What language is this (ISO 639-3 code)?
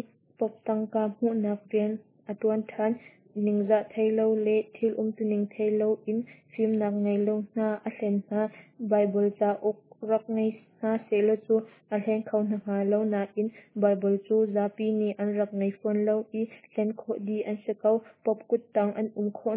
cnh